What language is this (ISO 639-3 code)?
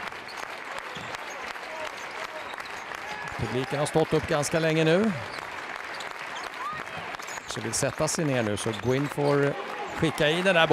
swe